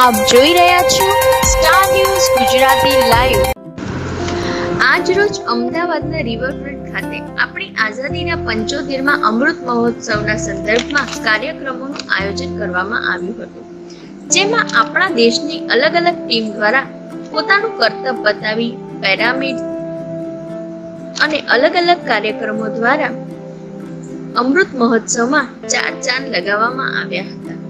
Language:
Gujarati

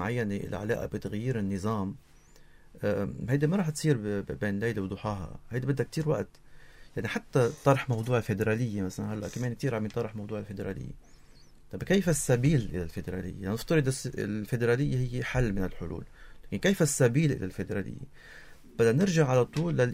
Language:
North Levantine Arabic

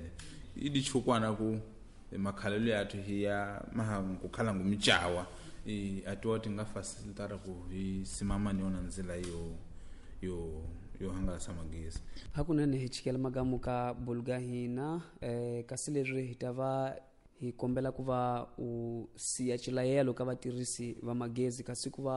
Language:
Tsonga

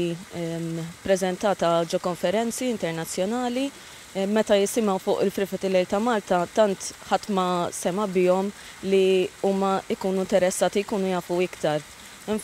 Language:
Maltese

